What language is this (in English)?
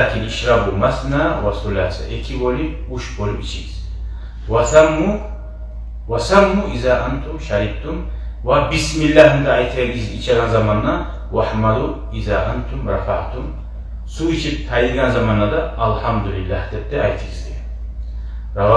Kumyk